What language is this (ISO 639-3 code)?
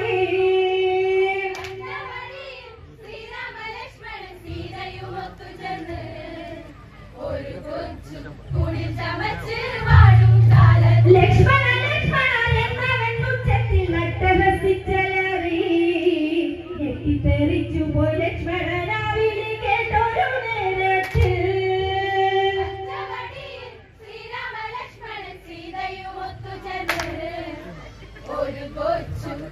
mal